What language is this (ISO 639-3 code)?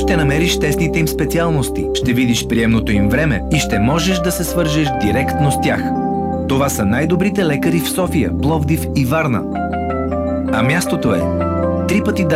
bul